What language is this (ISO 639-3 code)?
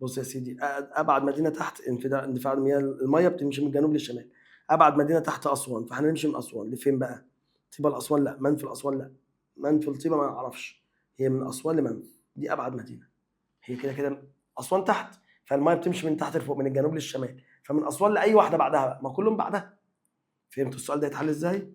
arz